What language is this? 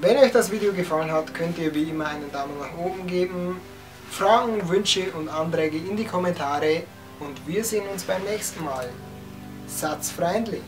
Bavarian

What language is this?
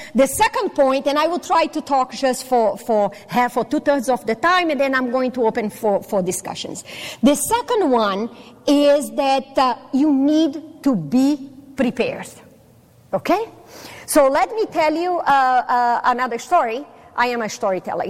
English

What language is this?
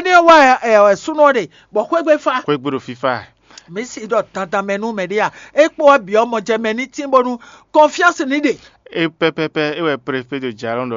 Fon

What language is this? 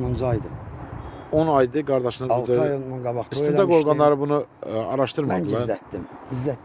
Azerbaijani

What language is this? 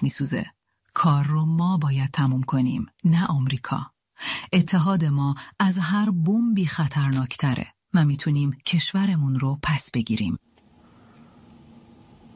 Persian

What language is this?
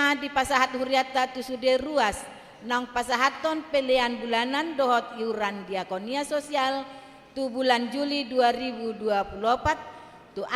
Batak Toba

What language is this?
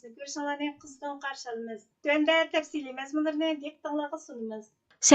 Uyghur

